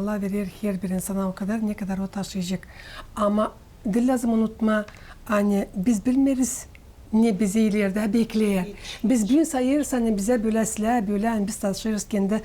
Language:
Gagauz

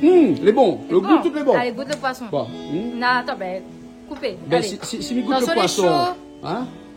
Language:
Réunion Creole French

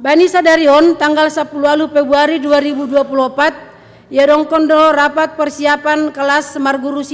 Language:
Batak Simalungun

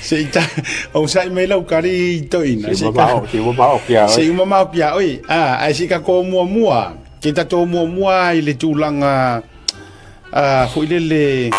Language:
Samoan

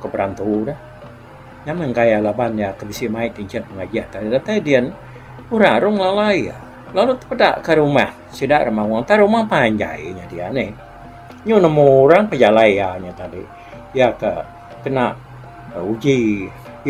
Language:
Iban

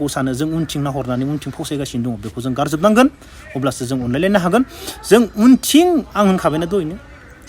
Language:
Bodo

